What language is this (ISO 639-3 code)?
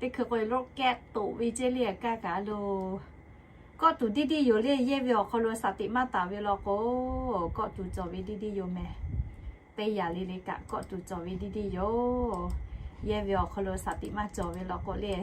lhu